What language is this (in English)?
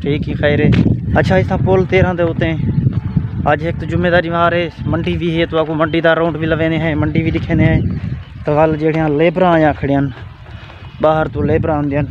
Saraiki